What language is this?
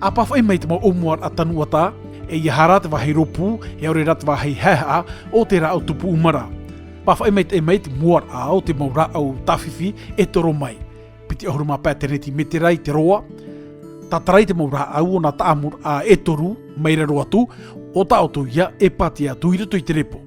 Tahitian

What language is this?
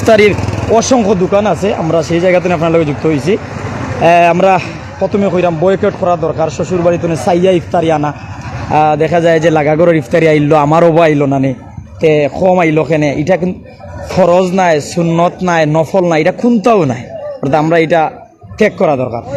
Sylheti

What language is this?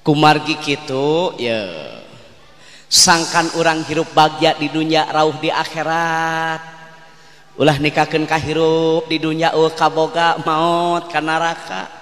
Sundanese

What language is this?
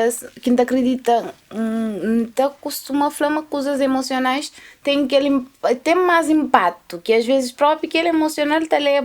Kabuverdianu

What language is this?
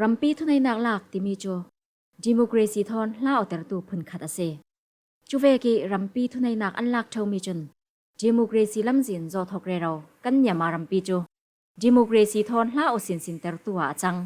Falam Chin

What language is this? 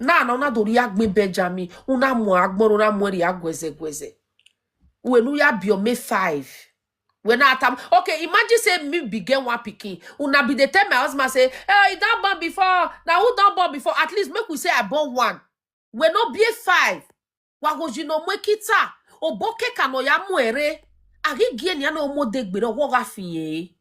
Nigerian Pidgin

